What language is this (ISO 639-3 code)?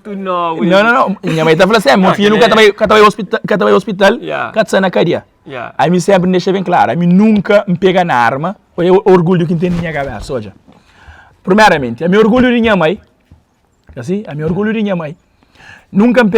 kea